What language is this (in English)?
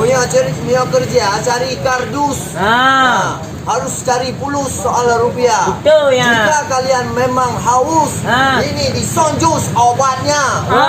Achinese